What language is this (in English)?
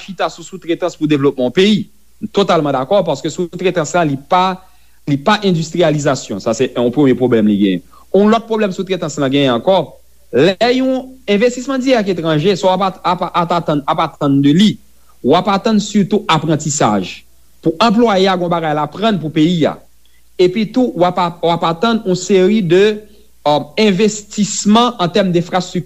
Haitian Creole